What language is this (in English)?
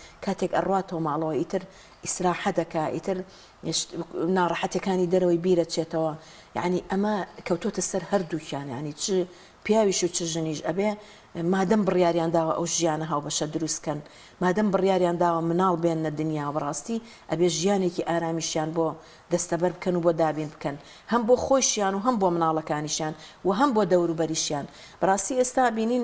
Central Kurdish